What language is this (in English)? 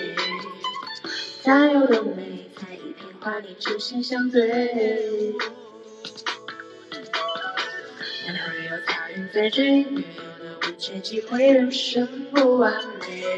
Chinese